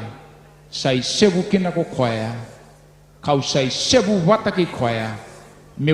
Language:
Fijian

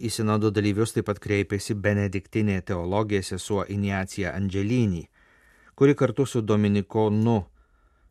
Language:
Lithuanian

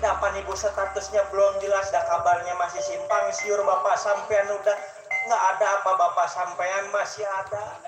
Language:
Betawi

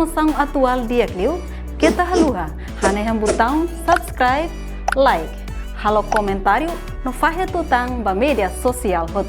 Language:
Tetum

